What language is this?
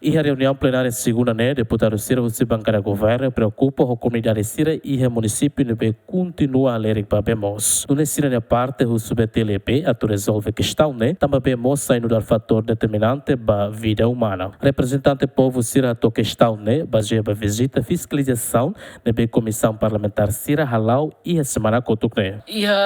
Tetum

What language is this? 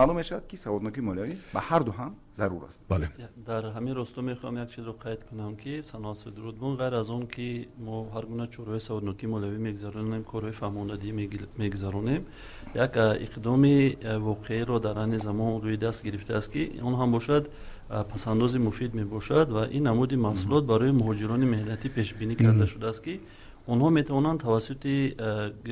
Tajik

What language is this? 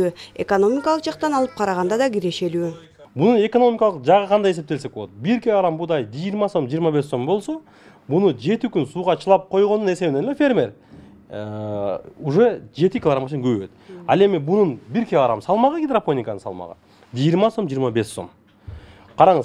Kyrgyz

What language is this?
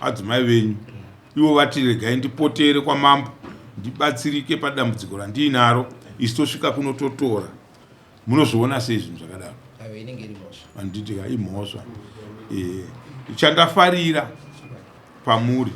Shona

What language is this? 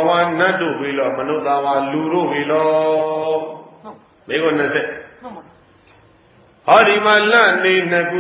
Burmese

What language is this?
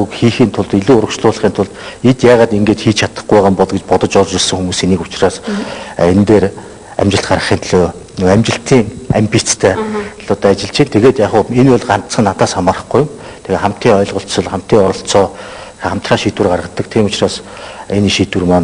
Mongolian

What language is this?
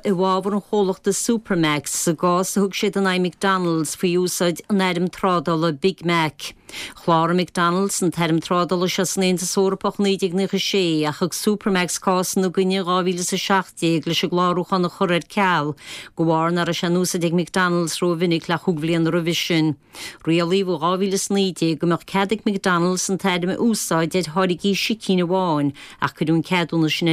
Irish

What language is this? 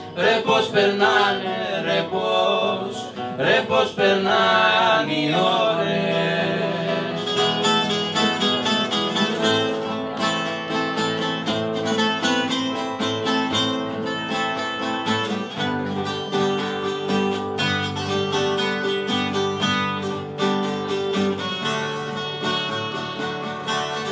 Greek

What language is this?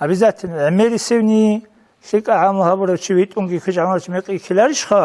Avaric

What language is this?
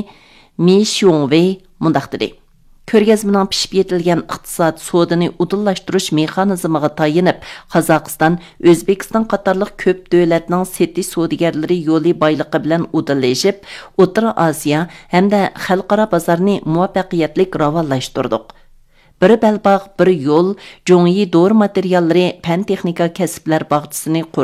Uyghur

